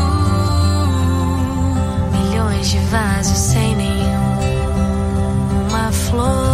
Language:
Portuguese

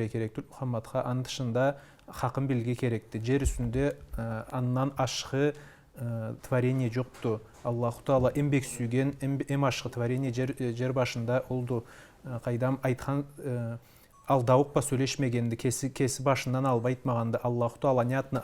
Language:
Karachay-Balkar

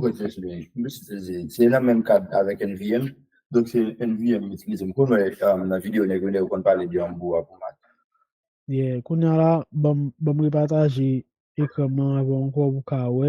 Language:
Haitian Creole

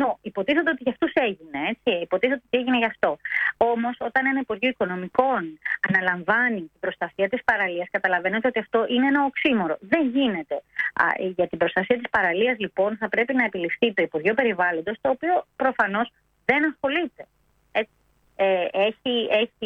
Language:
Greek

